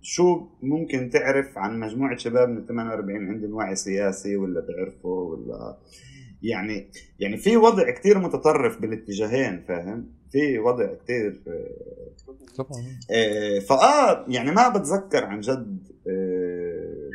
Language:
North Levantine Arabic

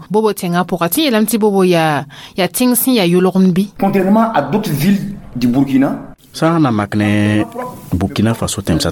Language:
Mossi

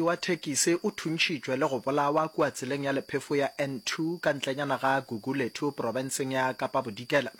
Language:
Northern Sotho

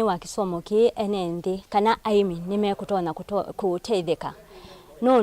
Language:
Kamba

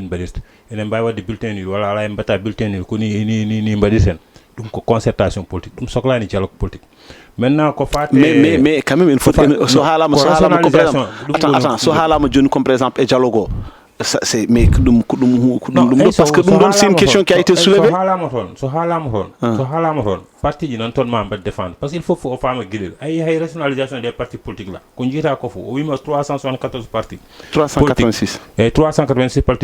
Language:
Fula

